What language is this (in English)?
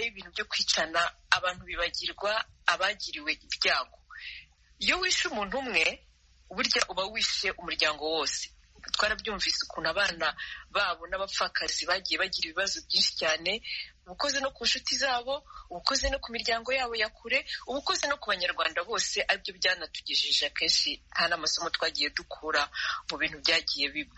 Kinyarwanda